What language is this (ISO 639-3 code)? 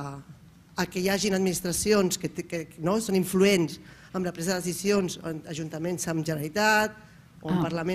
cat